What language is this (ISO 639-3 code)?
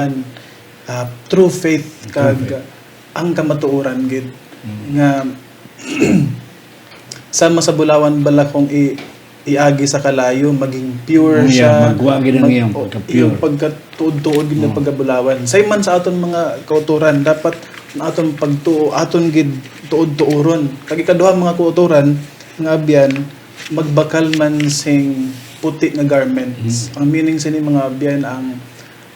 hil